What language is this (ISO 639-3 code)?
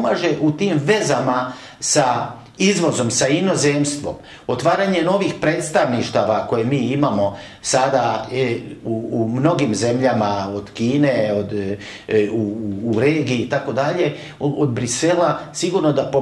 hrv